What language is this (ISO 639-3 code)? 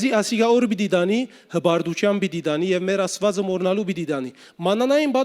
hyw